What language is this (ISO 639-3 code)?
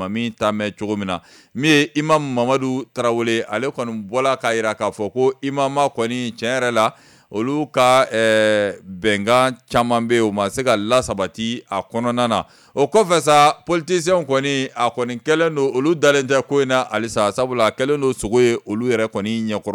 bam